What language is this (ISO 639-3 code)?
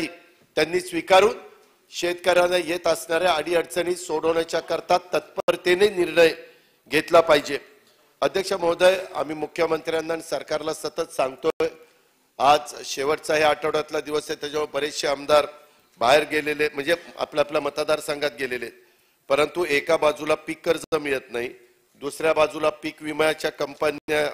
mar